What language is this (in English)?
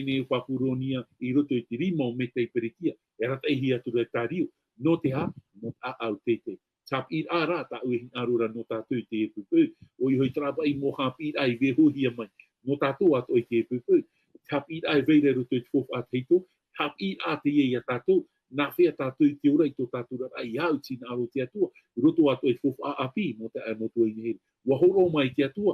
Tahitian